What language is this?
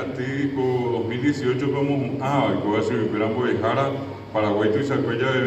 Guarani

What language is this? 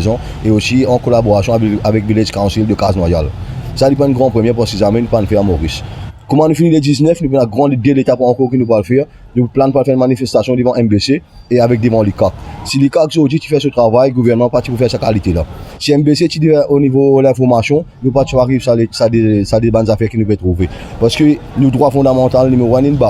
Morisyen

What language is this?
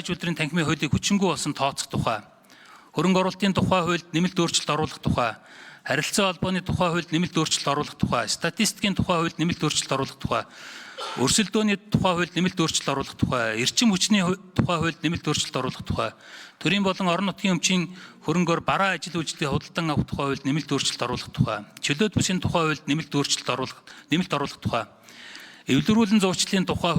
Mongolian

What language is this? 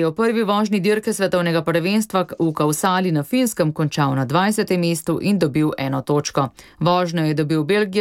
Slovenian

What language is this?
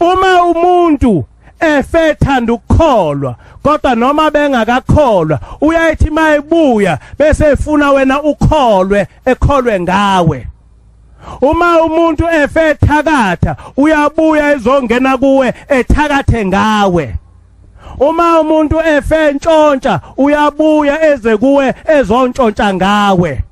Zulu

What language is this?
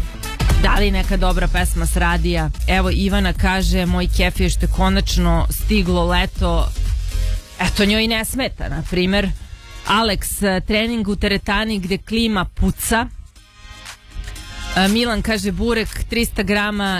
Serbian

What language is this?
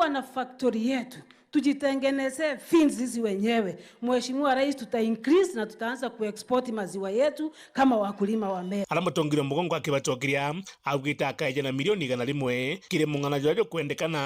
Meru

